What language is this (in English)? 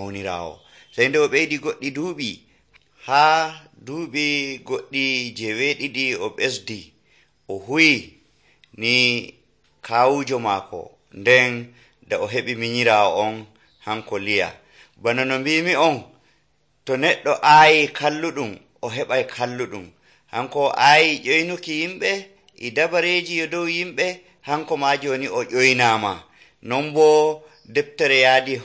Nigerian Fulfulde